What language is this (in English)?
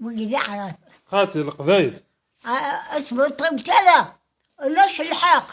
Kabyle